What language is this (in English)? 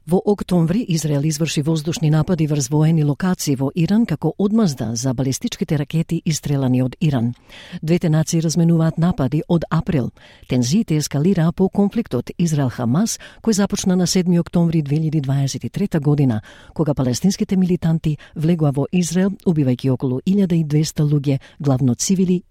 Macedonian